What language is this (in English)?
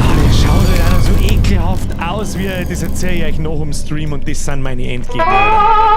Bavarian